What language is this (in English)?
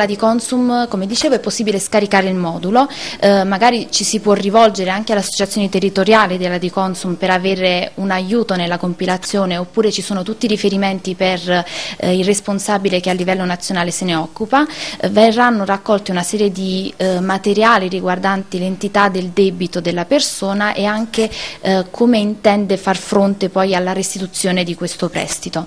Italian